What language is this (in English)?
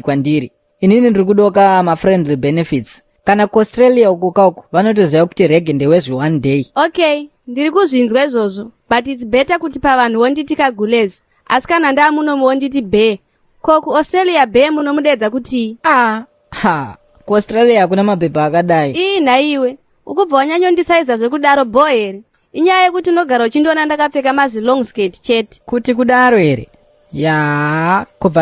Shona